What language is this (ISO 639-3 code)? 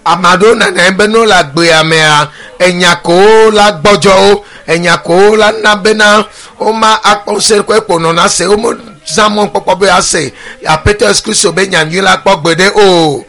ewe